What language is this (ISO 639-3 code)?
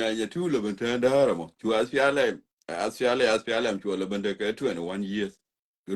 nus